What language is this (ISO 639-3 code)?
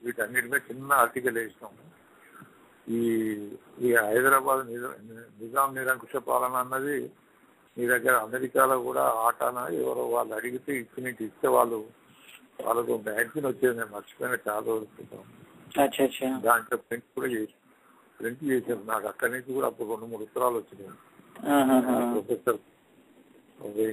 tel